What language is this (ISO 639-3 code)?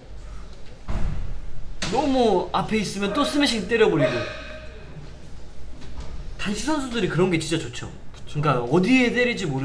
kor